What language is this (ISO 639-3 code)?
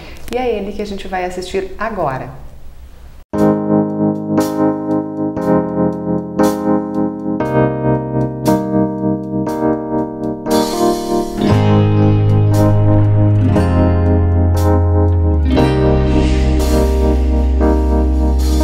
por